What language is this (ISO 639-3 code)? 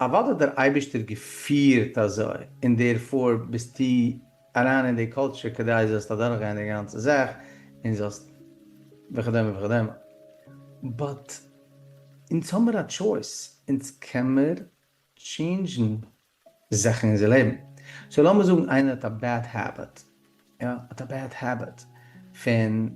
yid